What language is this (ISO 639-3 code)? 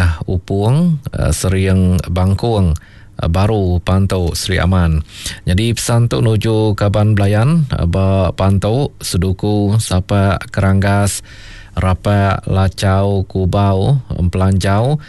iba